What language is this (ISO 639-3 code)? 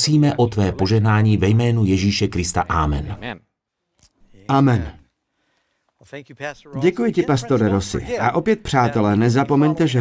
ces